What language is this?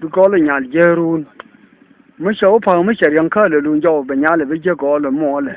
Nuer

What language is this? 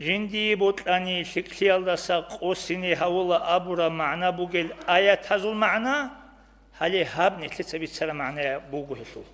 Avaric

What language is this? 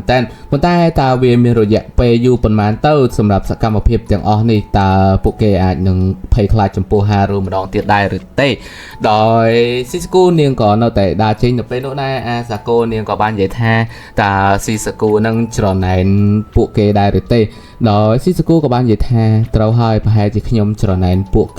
Khmer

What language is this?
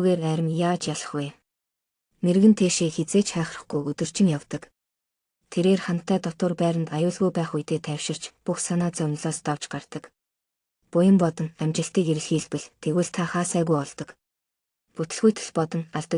Mongolian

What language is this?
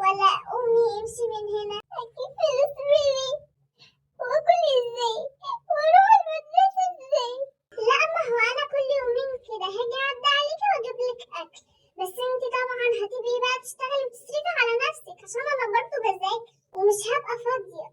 Egyptian Arabic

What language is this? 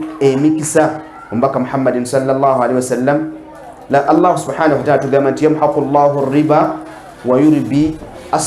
Ganda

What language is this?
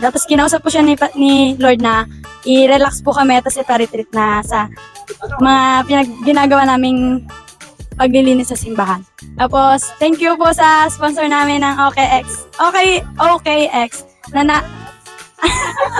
Filipino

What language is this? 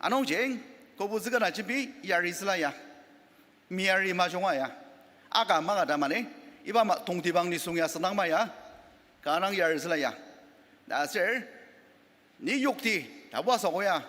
Ao Naga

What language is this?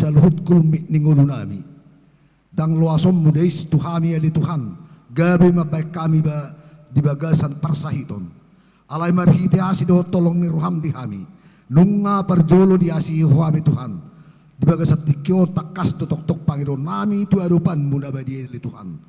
Batak Toba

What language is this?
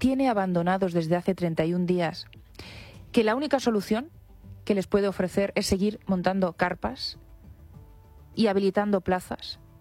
Spanish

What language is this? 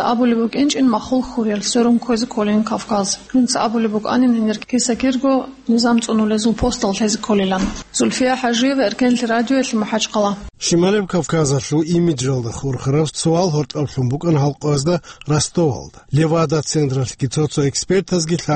Avaric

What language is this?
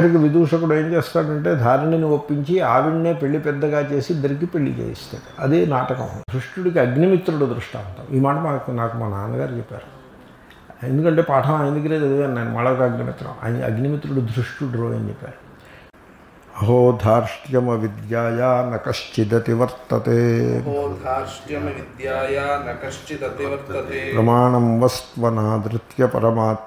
Telugu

